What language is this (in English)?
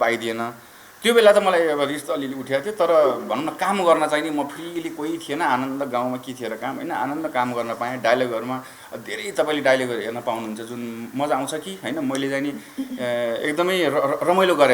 Nepali